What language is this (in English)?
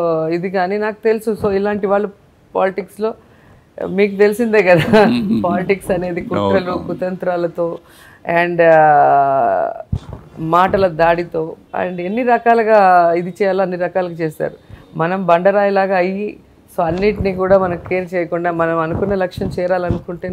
Telugu